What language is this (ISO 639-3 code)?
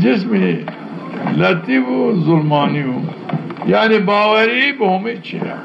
zza